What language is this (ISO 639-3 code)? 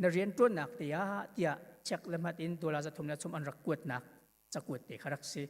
cnh